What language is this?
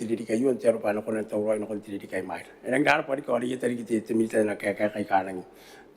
Gilbertese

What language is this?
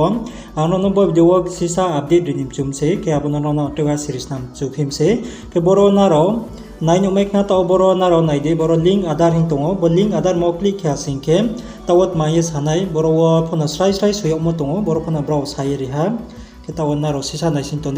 Riang (India)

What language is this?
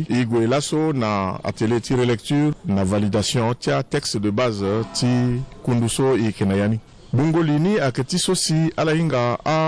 Sango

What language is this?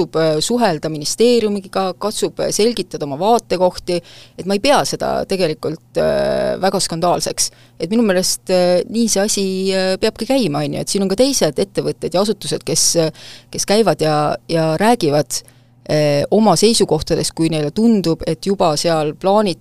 Estonian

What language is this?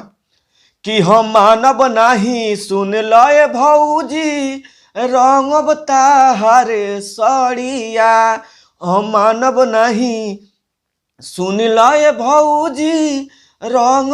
Bhojpuri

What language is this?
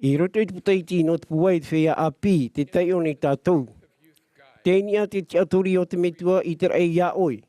Tahitian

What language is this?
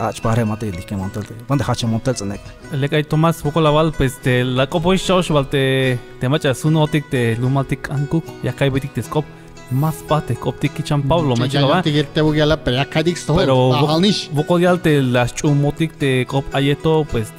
Tzeltal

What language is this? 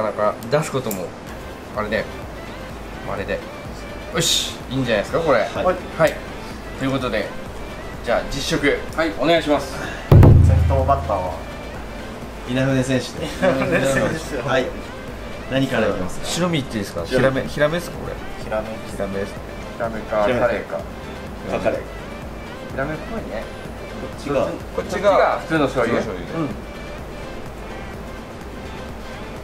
Japanese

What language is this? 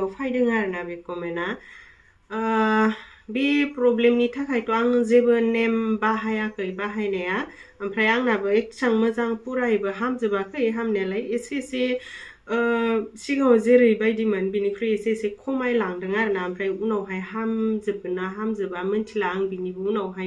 Bodo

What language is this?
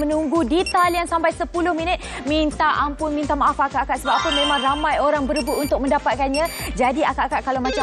Malay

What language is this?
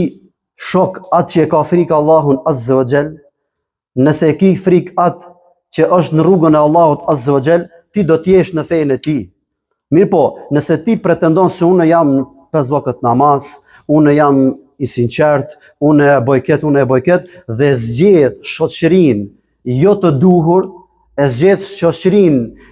Albanian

